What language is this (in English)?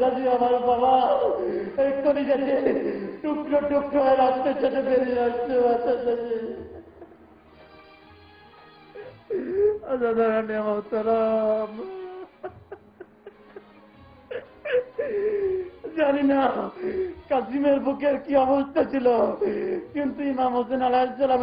Bangla